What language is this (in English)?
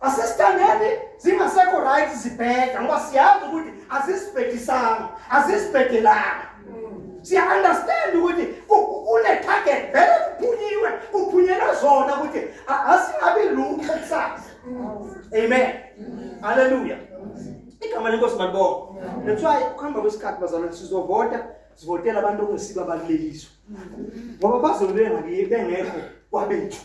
Zulu